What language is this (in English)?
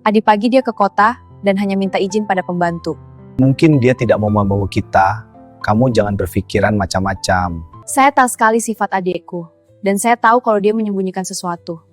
Makassar Malay